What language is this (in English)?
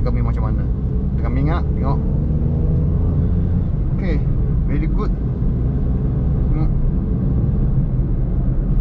Malay